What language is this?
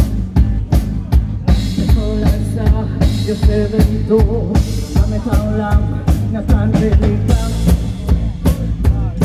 Hebrew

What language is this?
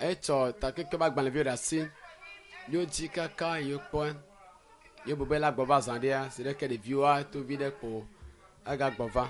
Ewe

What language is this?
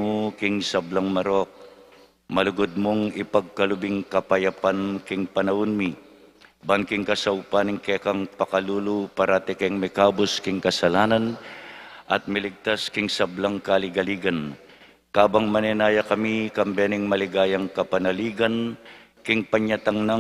Pampanga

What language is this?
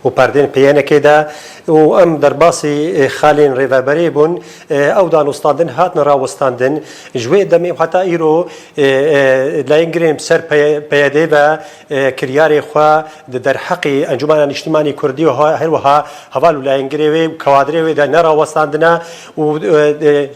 Kurdish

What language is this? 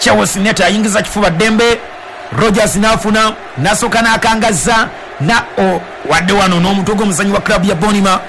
Ganda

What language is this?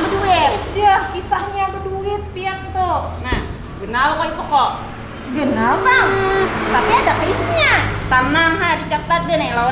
Banjar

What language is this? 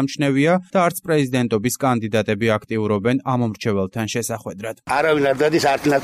Georgian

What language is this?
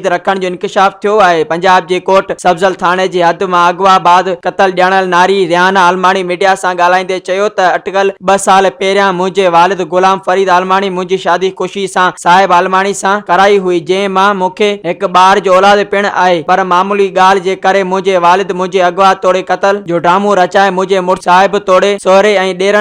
Sindhi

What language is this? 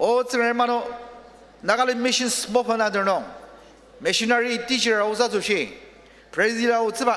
Ao Naga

